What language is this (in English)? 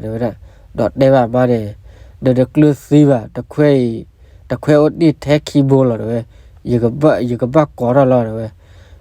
S'gaw Karen